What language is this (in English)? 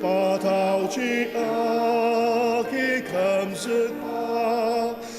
Ao Naga